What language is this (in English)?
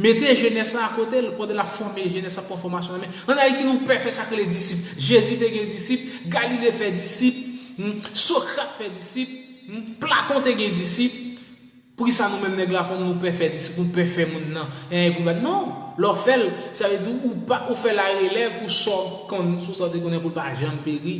Haitian Creole